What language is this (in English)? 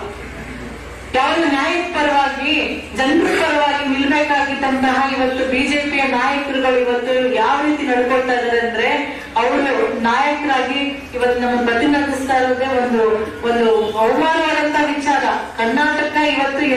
Kannada